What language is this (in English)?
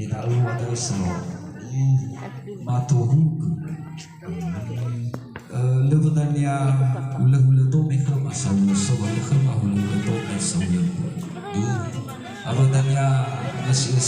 Nias